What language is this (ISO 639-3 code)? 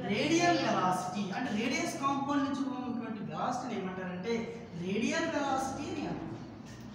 tel